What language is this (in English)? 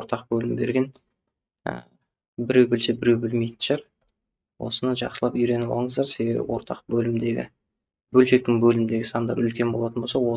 Kazakh